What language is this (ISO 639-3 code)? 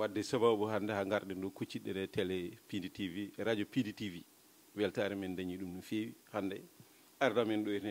ful